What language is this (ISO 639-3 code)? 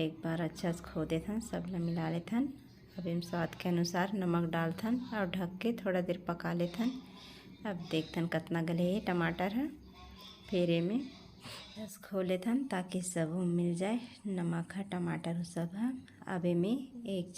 hne